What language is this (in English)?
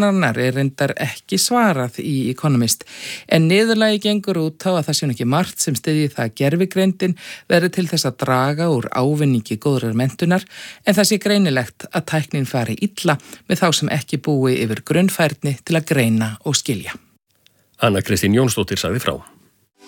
Icelandic